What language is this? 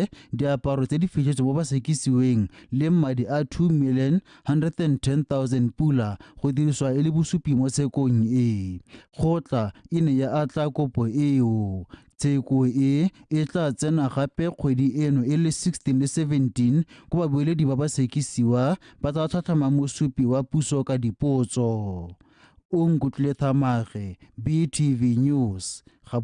Tswana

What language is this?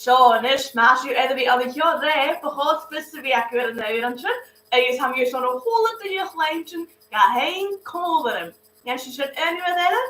Scottish Gaelic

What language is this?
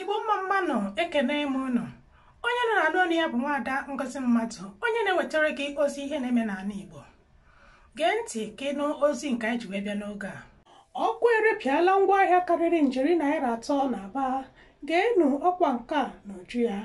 Igbo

